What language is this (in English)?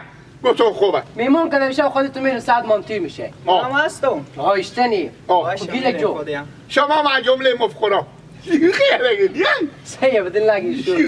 Persian